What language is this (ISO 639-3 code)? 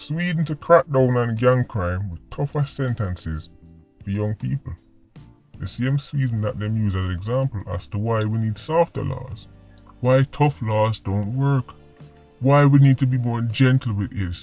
jam